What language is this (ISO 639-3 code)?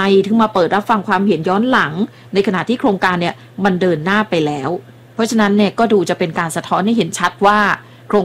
tha